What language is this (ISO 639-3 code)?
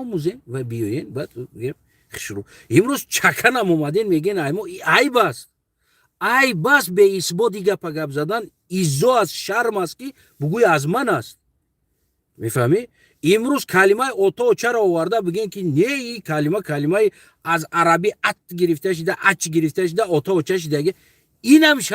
tgk